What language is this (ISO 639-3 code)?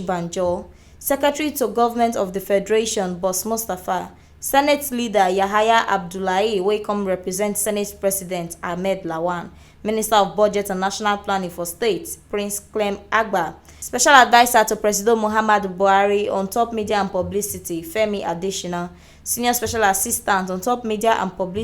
pcm